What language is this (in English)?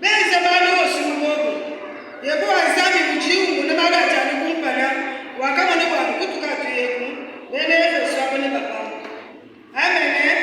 Luba-Lulua